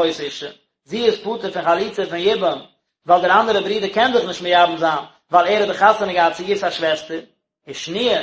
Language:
Yiddish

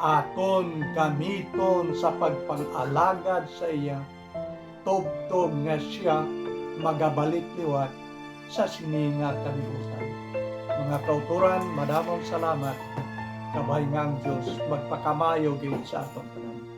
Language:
Hiligaynon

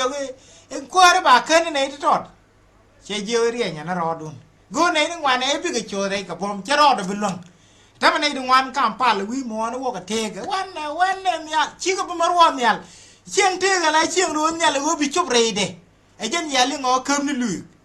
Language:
Nuer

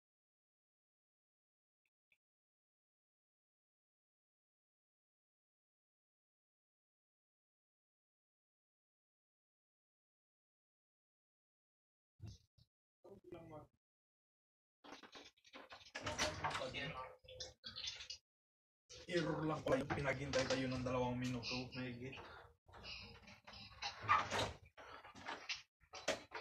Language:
Filipino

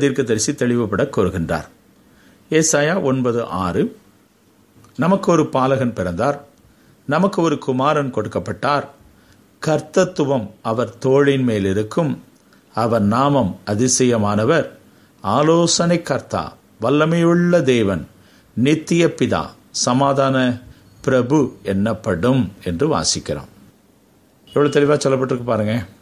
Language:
Tamil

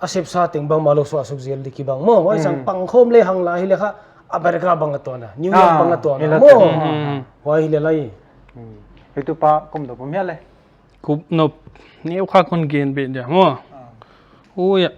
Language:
Paite Chin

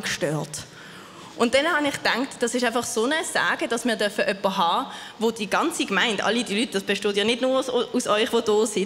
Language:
Swiss German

